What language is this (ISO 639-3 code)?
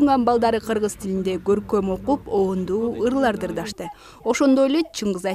kir